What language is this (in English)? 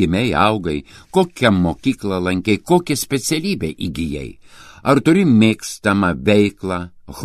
Lithuanian